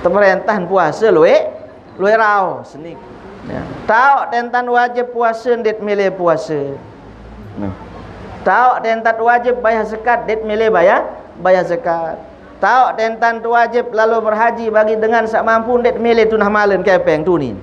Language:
Sasak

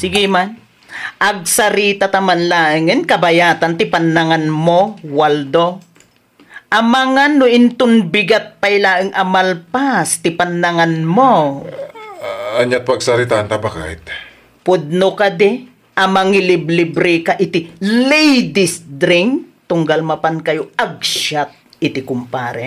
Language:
Iloko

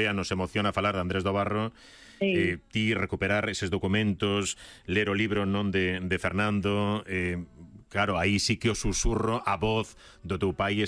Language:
Galician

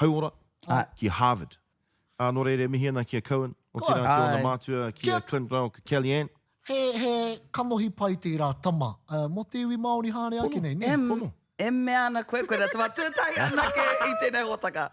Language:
Māori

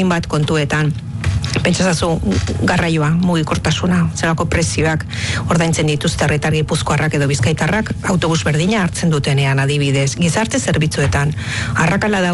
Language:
Basque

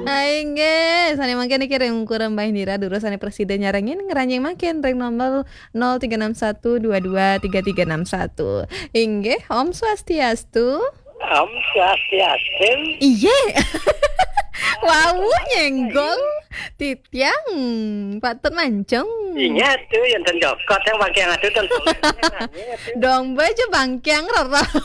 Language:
Balinese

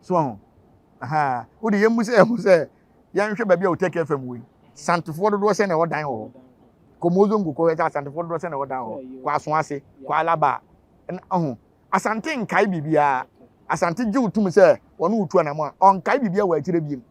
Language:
Akan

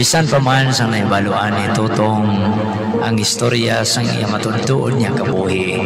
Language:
Hiligaynon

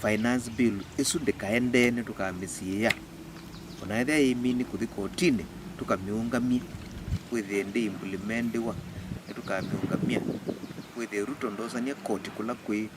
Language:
Kamba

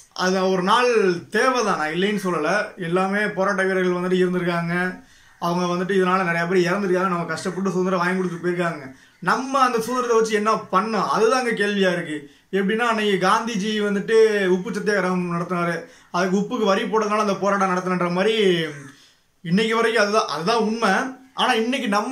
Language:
Tamil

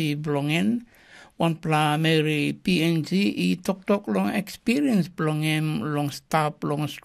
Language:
Tok Pisin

